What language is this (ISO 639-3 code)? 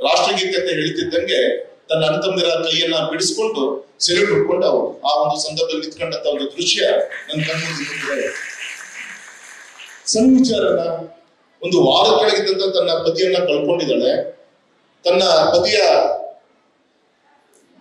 kan